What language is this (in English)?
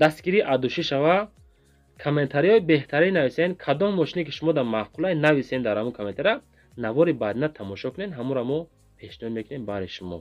Tajik